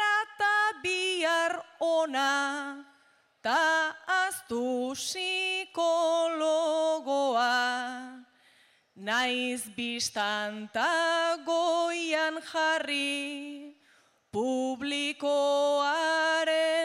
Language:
Basque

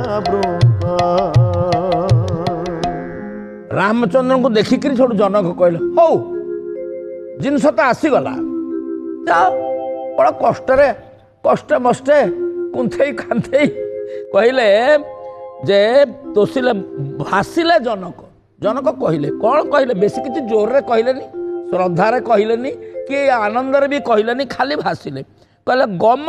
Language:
Odia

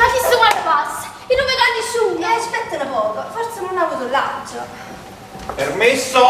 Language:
Neapolitan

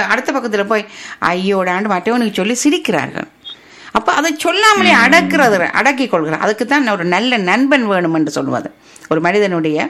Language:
Tamil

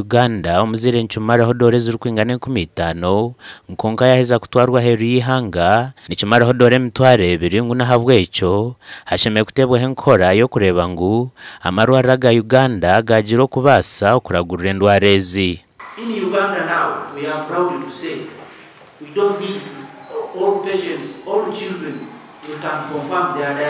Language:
Nyankole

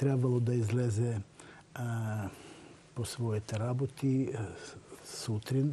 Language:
Bulgarian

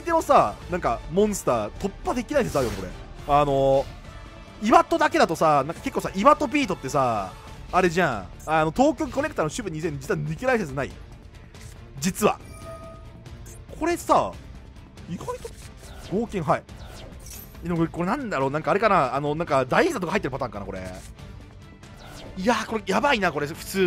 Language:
Japanese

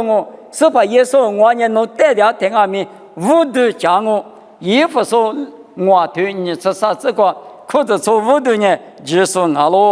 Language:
Lisu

